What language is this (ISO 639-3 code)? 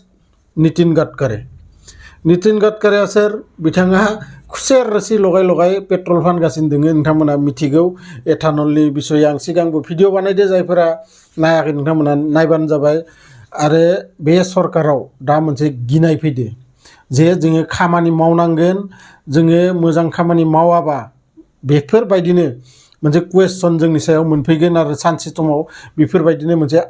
brx